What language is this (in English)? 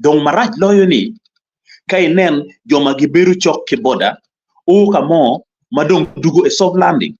Acoli